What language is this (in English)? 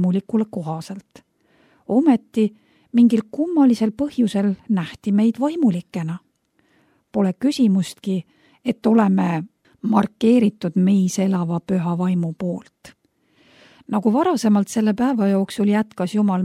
Estonian